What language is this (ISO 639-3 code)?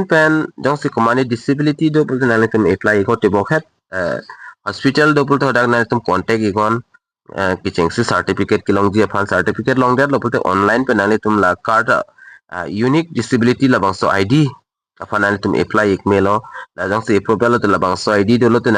mjw